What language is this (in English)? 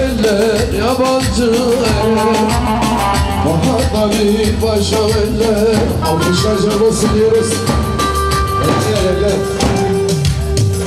Turkish